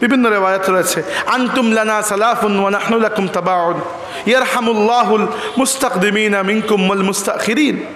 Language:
Sylheti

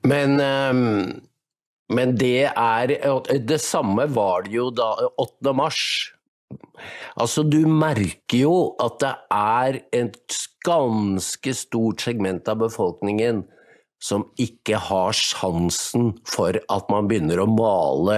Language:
Norwegian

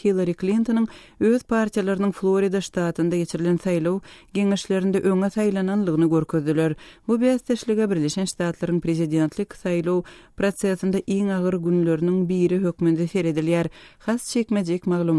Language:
Turkmen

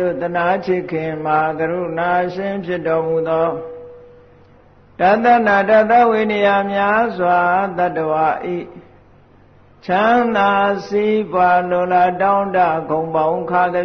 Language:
Burmese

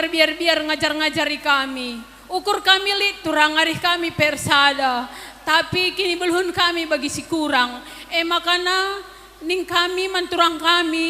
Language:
Batak Karo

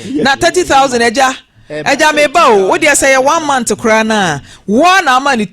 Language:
Akan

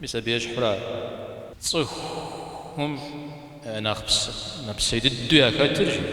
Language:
Kabardian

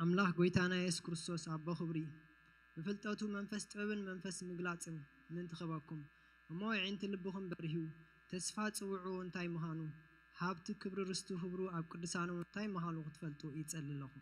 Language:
Tigrinya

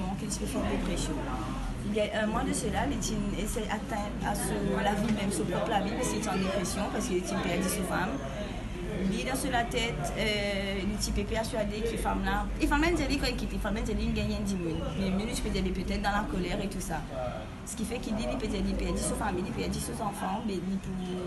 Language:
Morisyen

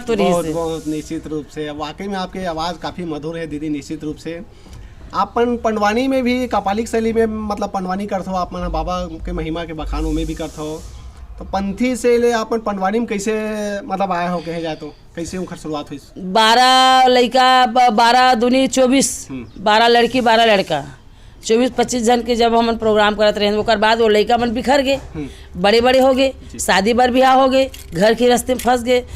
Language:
Chhattisgarhi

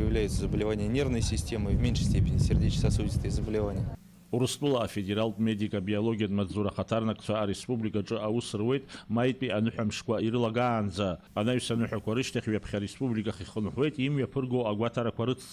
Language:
Abkhazian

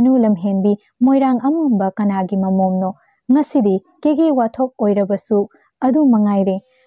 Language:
Manipuri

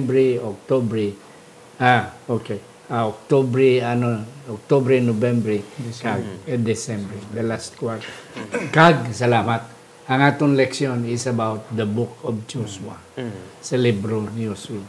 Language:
Hiligaynon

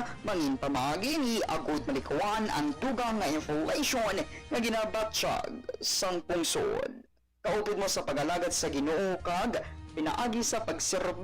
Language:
Hiligaynon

